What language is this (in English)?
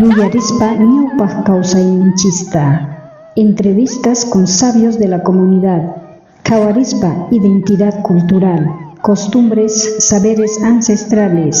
South Bolivian Quechua